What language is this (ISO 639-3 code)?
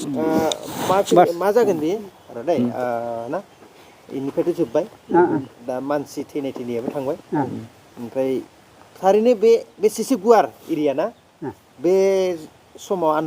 brx